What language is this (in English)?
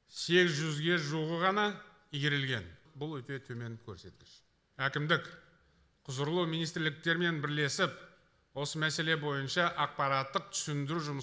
Kazakh